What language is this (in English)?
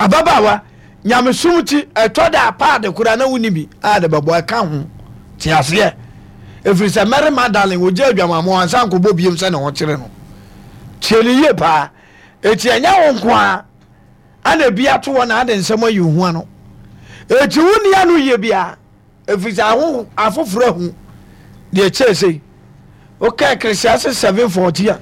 Akan